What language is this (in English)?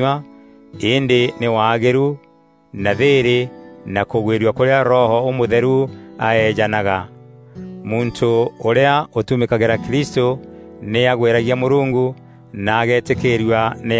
Meru